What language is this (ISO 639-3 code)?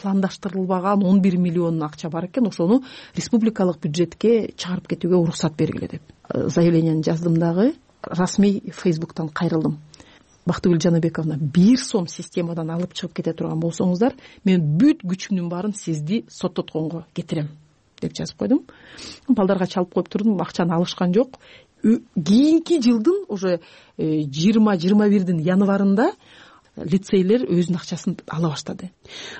kir